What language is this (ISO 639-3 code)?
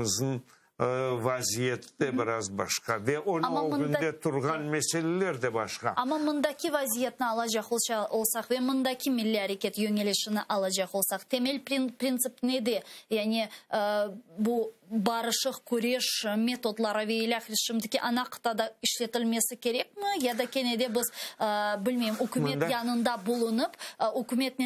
crh